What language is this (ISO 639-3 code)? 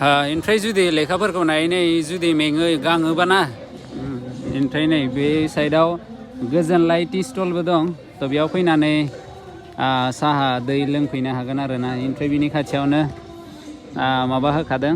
brx